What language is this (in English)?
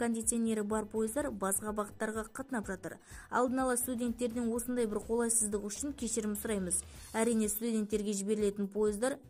Kazakh